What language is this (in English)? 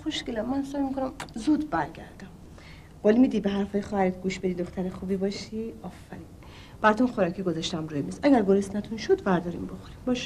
Persian